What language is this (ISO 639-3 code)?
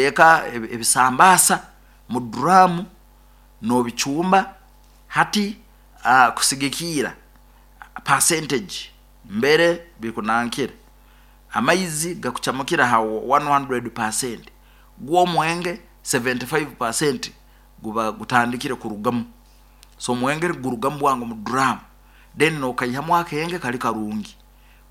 nyo